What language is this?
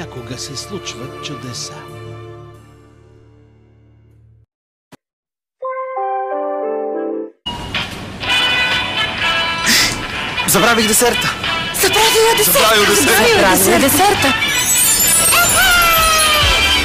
Bulgarian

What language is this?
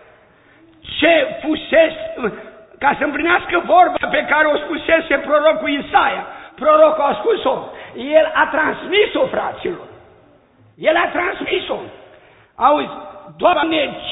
Romanian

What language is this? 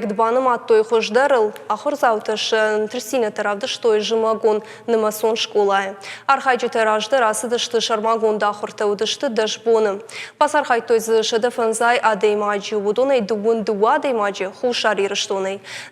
Ossetic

